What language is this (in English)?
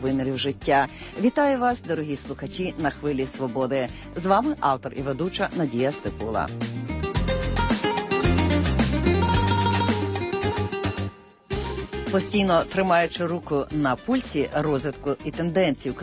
Ukrainian